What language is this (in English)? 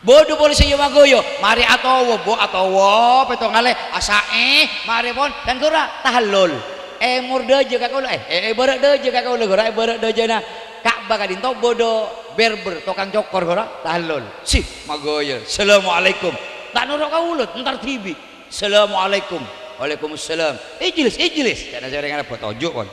Madurese